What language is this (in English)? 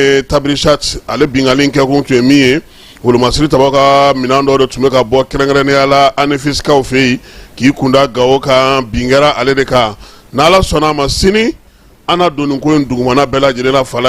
Bambara